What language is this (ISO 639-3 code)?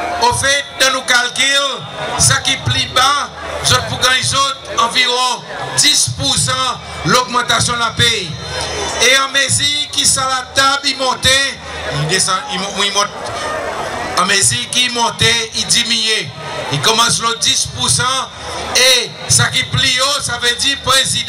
crs